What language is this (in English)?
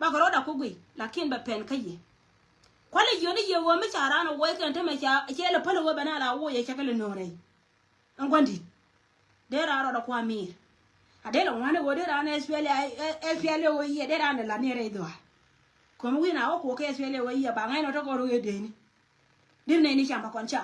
Nuer